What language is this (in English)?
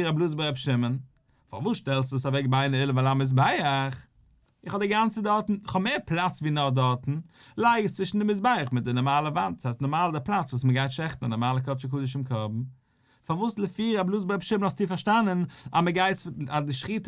Yiddish